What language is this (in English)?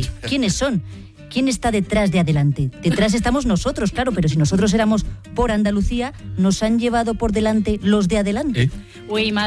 Spanish